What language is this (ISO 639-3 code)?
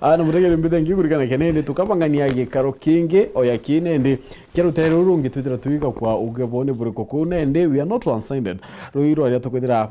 mer